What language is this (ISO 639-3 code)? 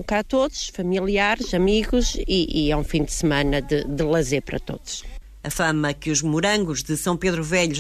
por